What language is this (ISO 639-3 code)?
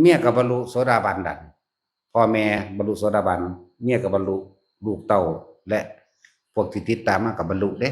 tts